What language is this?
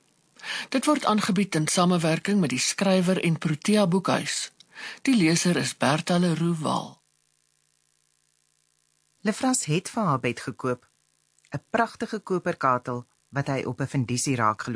Afrikaans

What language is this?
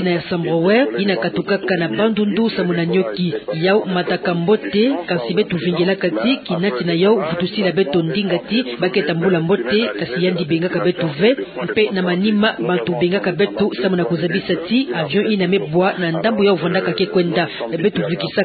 Kituba (Democratic Republic of Congo)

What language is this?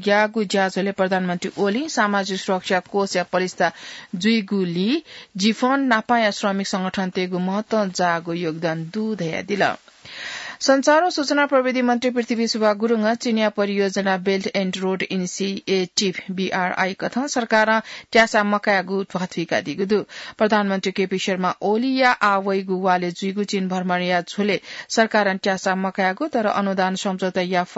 Newari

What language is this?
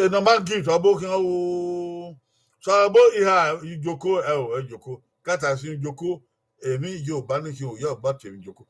Bini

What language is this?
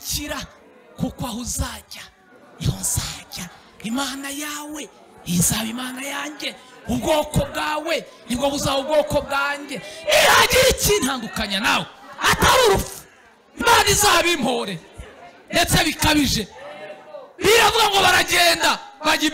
Kinyarwanda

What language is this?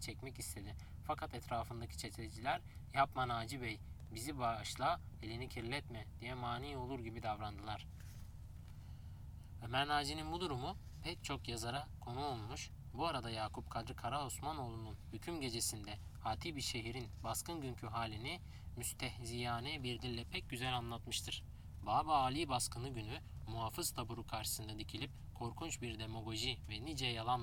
Turkish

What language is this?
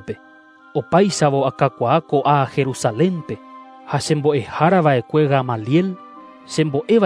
Guarani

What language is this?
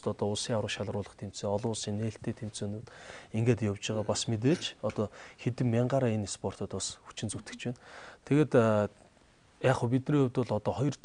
Mongolian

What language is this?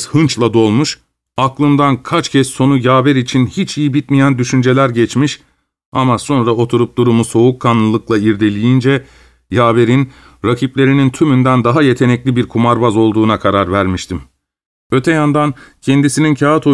Turkish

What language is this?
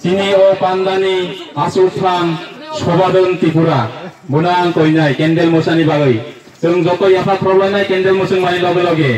Kok Borok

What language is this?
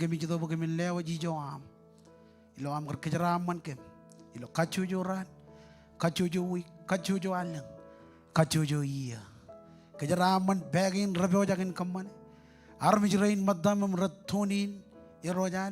Marshallese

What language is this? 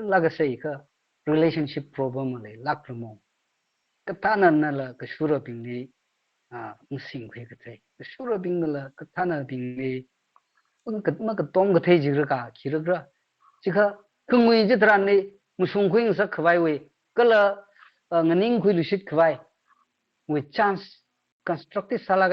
Tangkhul Naga (India)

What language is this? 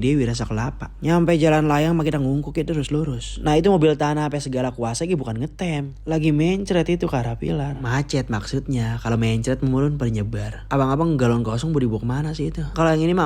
Betawi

